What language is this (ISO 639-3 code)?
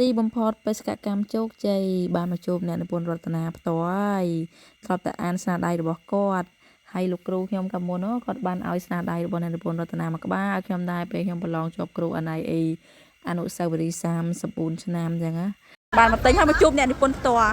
khm